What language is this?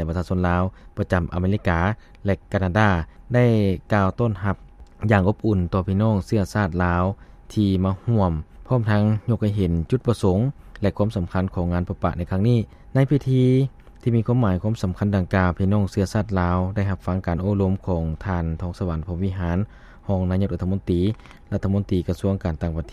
Lao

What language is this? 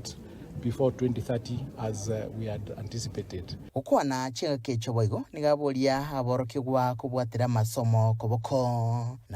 Gusii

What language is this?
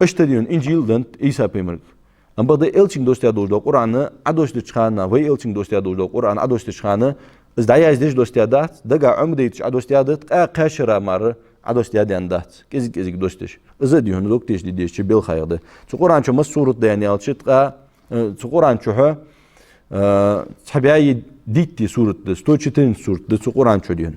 Ingush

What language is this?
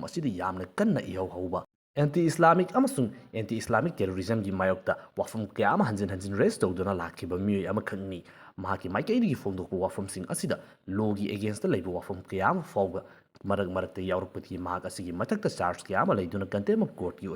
Manipuri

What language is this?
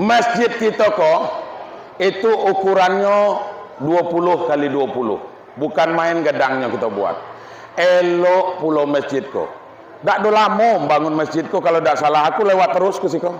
Minangkabau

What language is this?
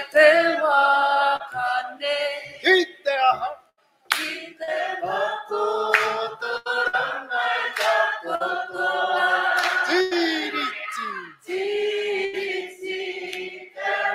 Māori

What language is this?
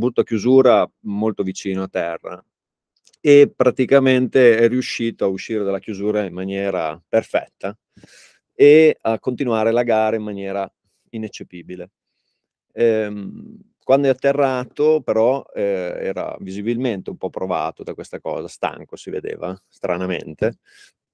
Italian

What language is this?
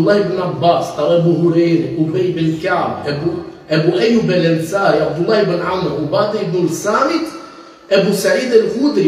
Balkan Romani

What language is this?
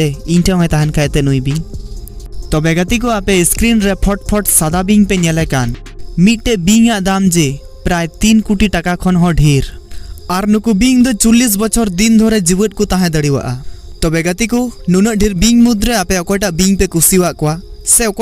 Santali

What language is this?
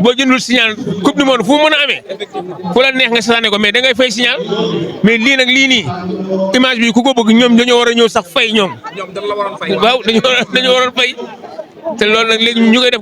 Wolof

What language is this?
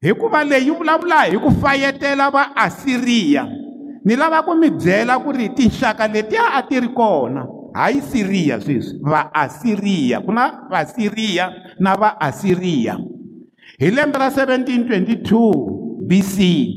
Tsonga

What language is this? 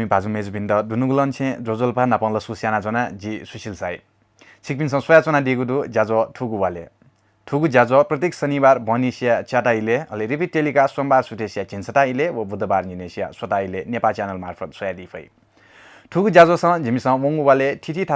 Newari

